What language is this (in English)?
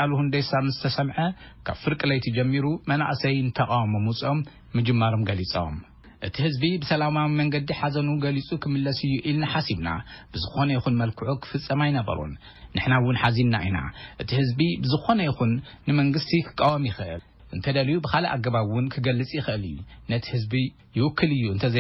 Tigrinya